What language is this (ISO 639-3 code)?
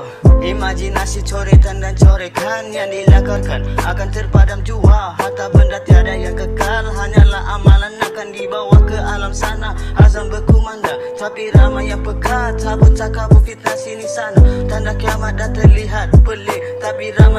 msa